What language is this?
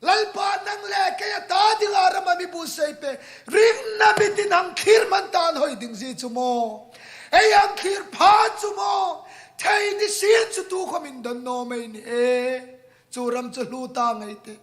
Hmar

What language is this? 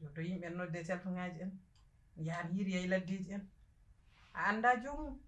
Fula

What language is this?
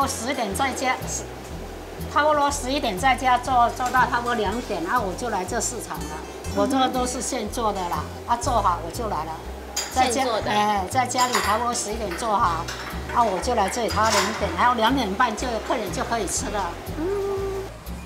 Chinese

